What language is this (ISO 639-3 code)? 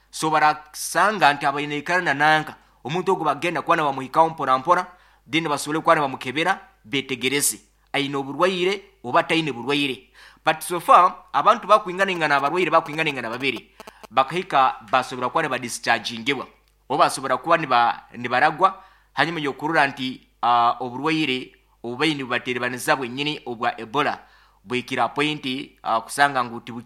nyo